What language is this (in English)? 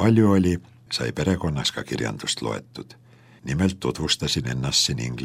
Estonian